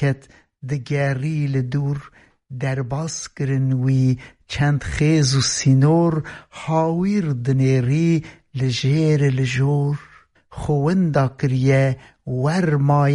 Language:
Kurdish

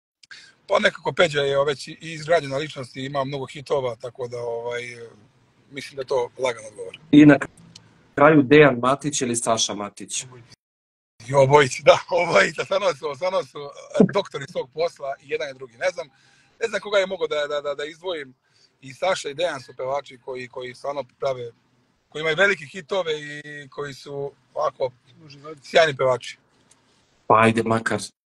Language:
Serbian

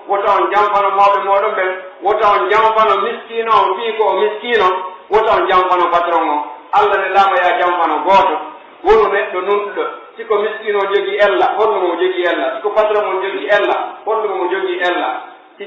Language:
Pular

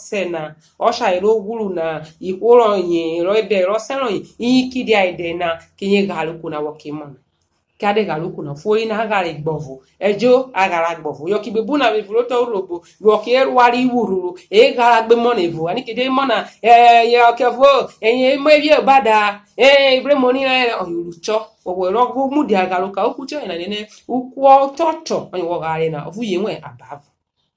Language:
Urhobo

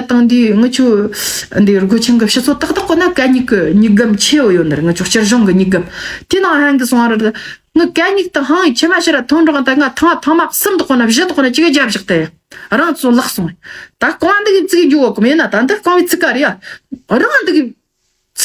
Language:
Tibetan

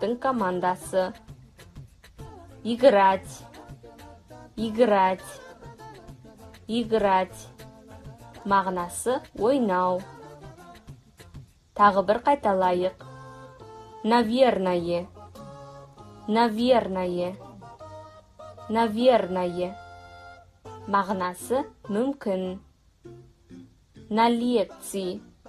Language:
Kazakh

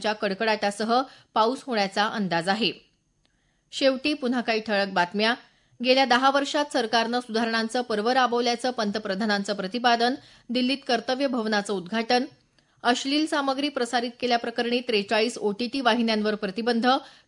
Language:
Marathi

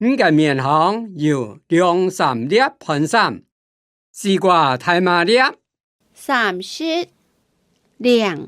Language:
Hakka Chinese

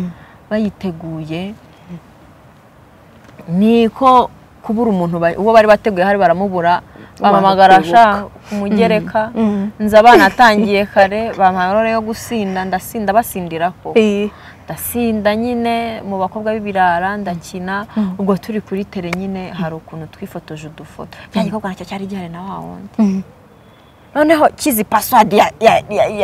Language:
Kinyarwanda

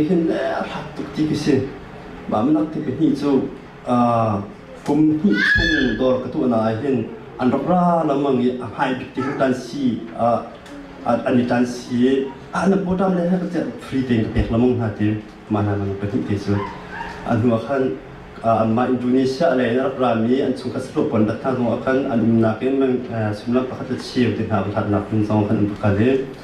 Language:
Hakha Chin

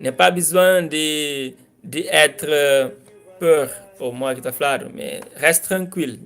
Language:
Kabuverdianu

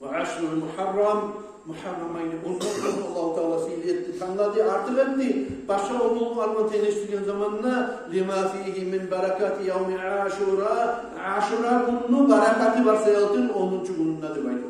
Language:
Kumyk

